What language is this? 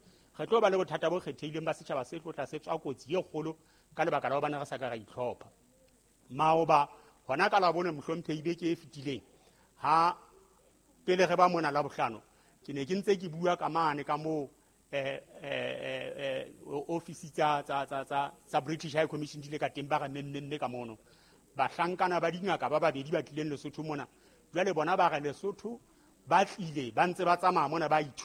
Southern Sotho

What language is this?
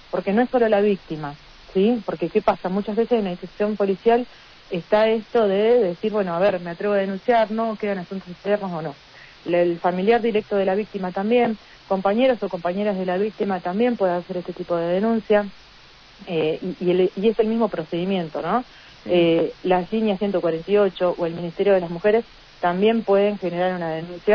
Spanish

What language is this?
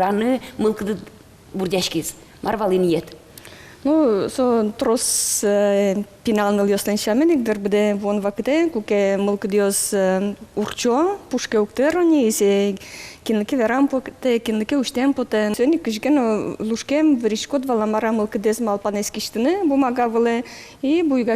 Udmurt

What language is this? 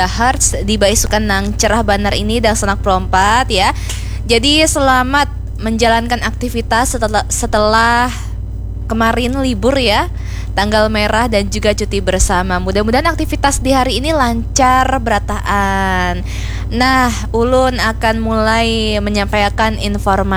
Banjar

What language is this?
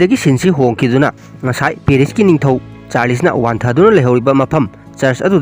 Manipuri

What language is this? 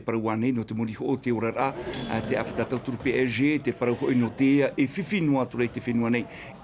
Tahitian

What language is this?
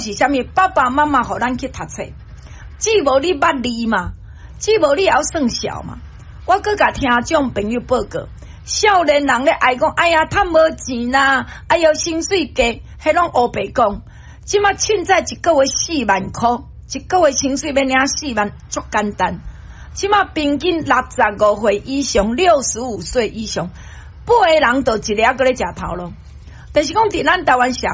Min Nan Chinese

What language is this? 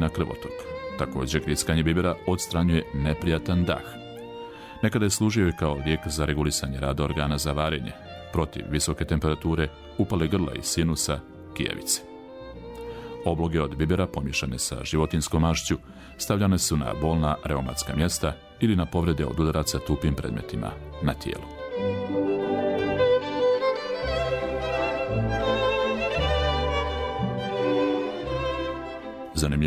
Bosnian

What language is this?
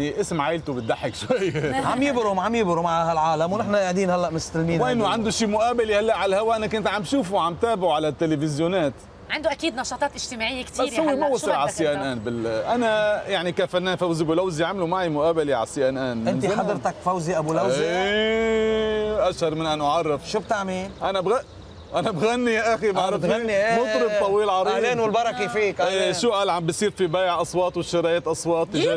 North Levantine Arabic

